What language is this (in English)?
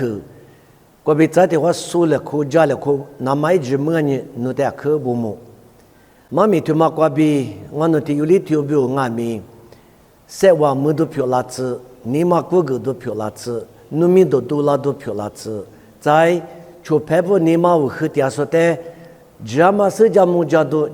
Lisu